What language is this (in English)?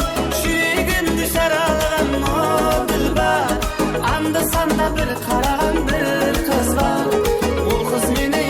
Kara-Kalpak